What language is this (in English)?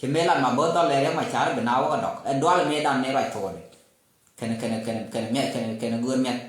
Nuer